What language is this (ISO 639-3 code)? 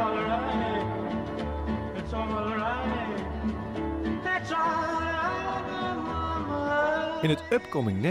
nld